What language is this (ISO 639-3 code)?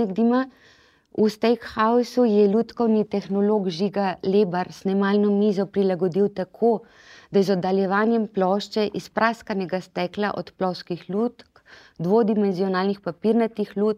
slv